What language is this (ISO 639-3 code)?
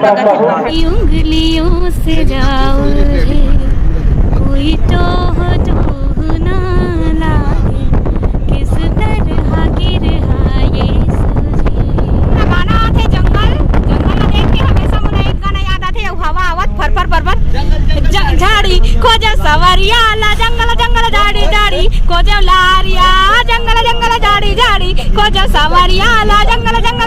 hne